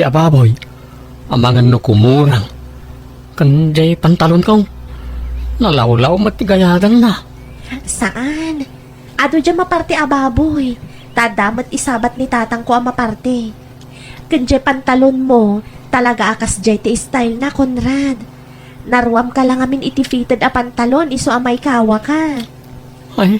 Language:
Iloko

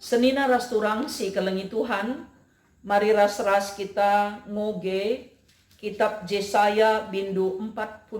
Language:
Batak Karo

